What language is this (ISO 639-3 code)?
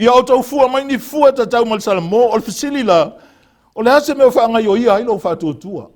smo